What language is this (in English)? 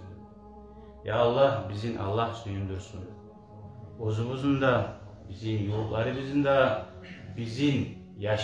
Kumyk